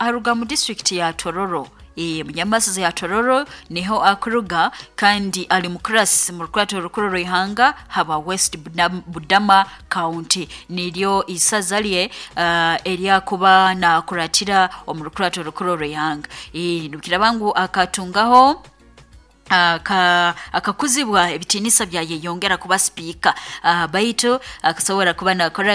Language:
Nyoro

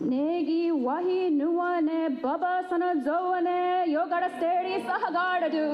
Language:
Mohawk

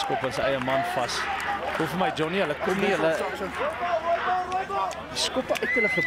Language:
Afrikaans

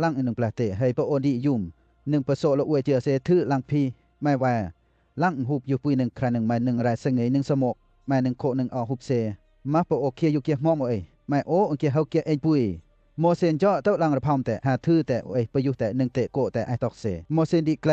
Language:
Western Lawa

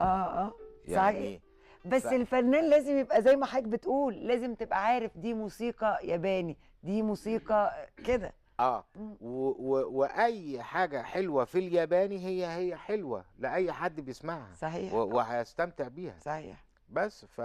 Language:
Egyptian Arabic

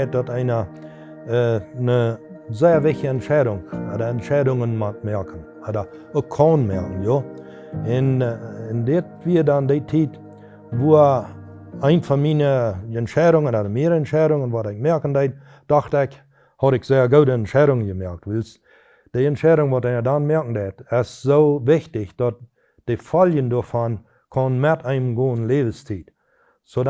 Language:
Plautdietsch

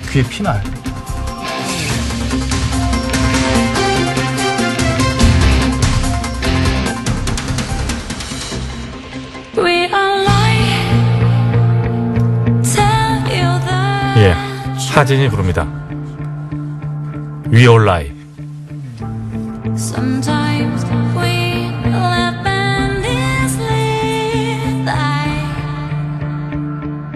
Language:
Korean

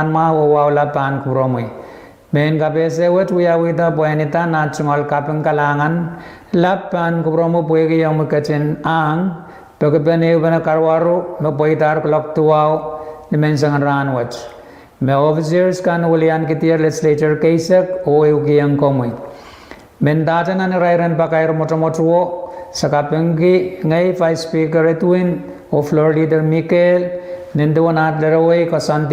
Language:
Pohnpeian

